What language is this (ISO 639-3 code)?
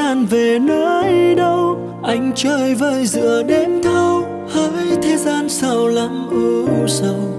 vie